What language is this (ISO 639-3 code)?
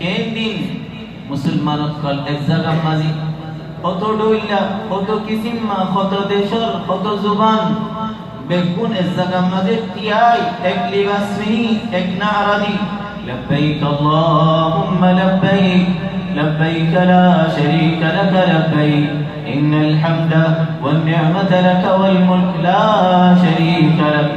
rhg